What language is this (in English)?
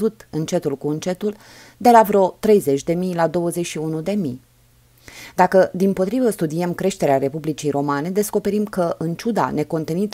Romanian